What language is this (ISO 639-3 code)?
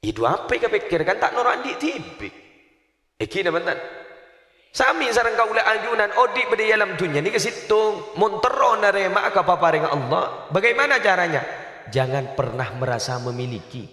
mad